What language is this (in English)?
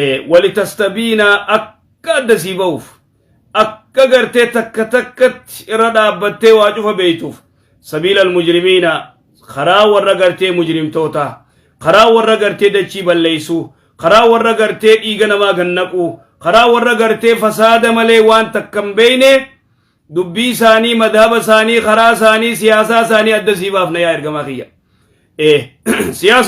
Oromo